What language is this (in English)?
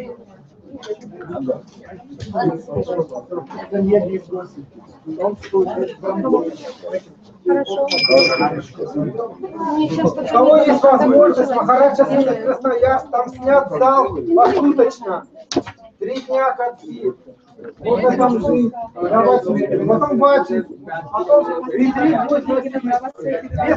Russian